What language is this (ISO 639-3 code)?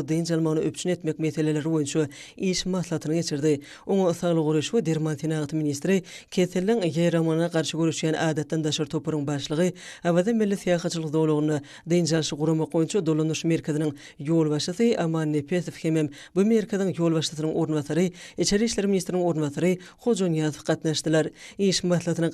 tuk